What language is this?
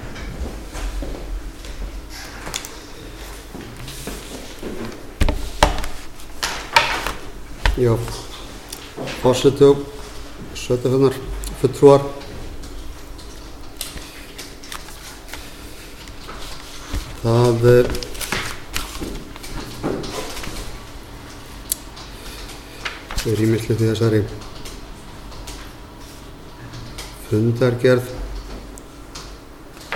Icelandic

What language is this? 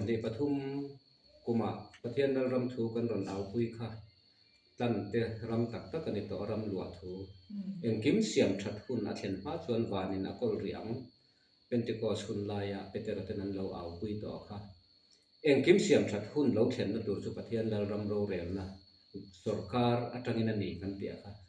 Mizo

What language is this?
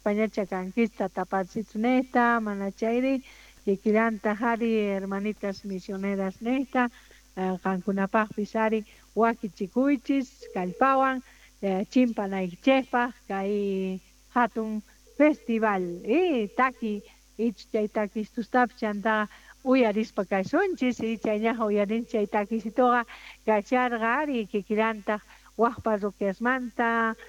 South Bolivian Quechua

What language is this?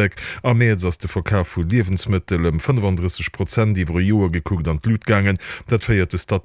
Luxembourgish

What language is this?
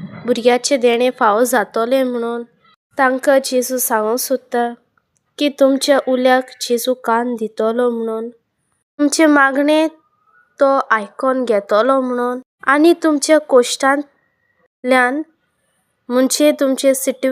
Konkani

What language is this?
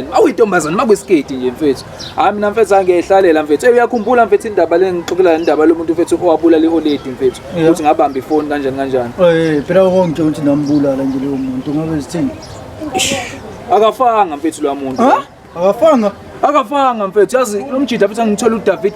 Zulu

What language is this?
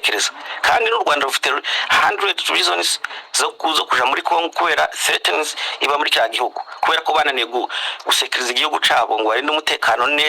Kinyarwanda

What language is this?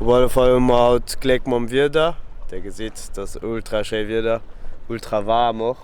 Luxembourgish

